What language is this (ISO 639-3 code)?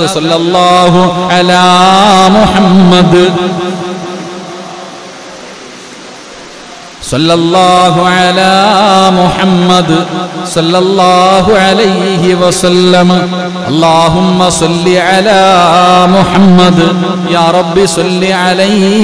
mal